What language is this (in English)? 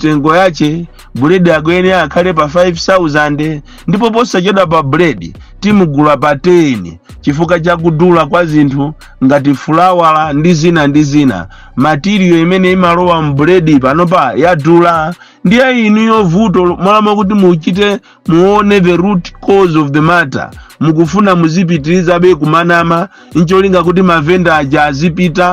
Nyanja